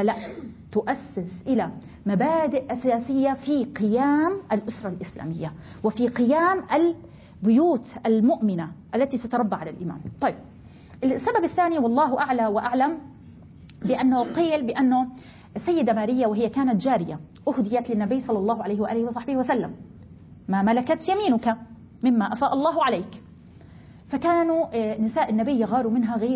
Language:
Arabic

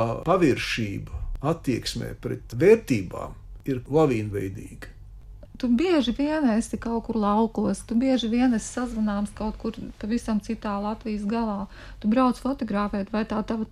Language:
Latvian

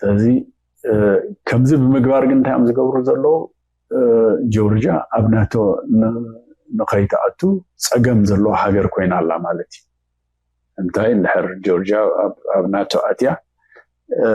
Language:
Tigrinya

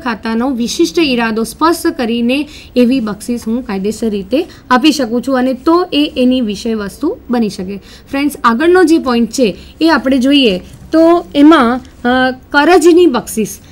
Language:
Gujarati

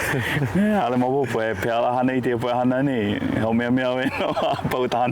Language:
Hawaiian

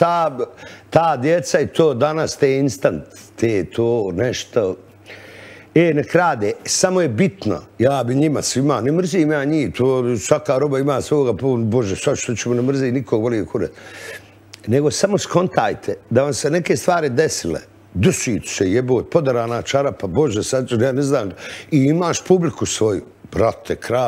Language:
Bosnian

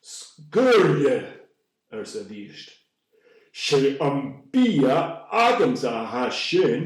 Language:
Scottish Gaelic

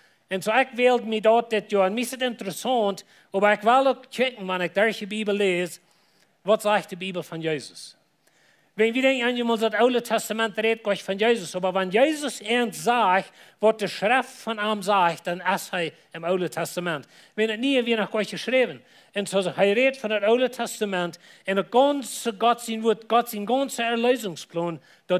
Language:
Plautdietsch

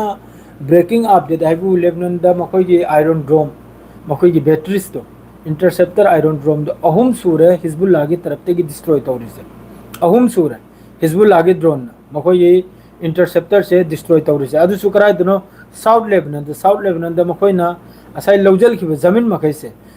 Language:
Manipuri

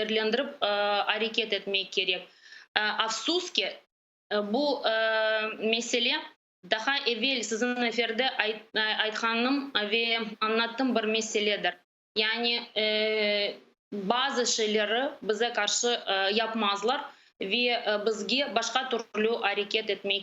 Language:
Crimean Tatar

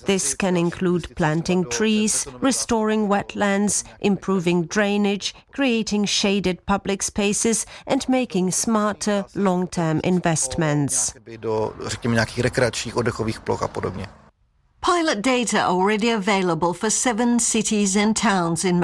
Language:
English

